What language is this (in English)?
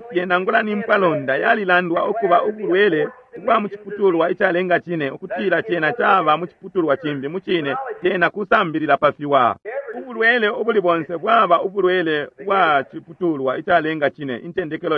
Bemba